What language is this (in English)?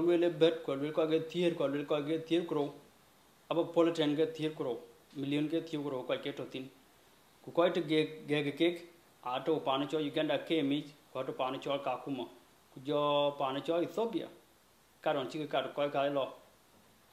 Dinka